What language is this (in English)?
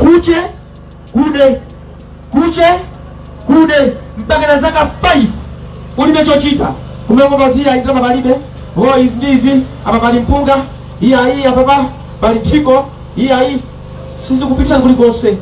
Nyanja